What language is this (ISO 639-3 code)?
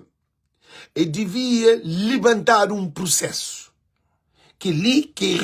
kea